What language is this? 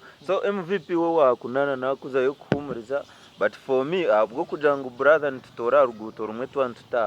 Nyankole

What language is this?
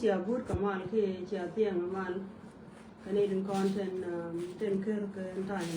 Nuer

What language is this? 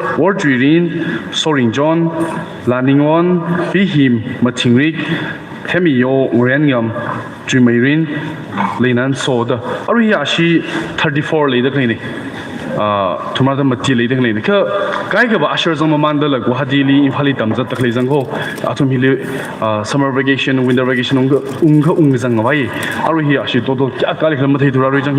Tangkhul Naga (India)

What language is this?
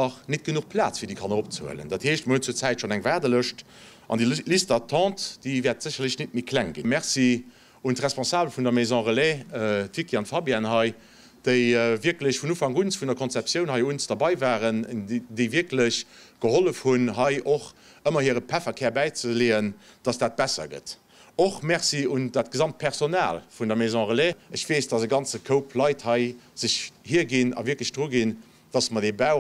Luxembourgish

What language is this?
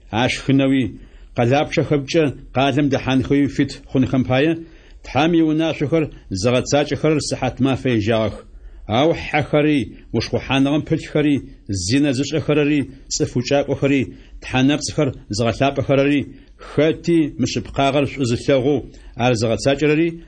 Adyghe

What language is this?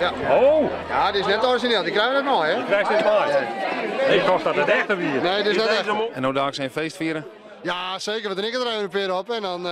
Western Frisian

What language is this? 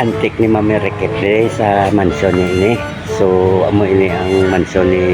Hiligaynon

